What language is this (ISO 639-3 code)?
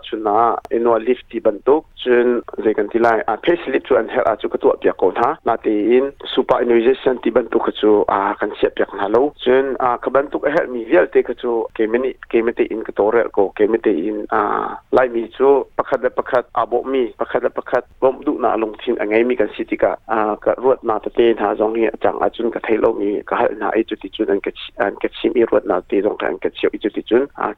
cnh